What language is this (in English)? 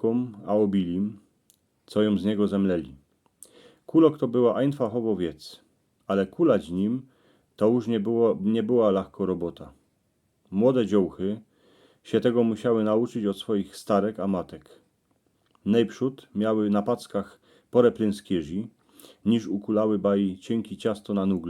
Silesian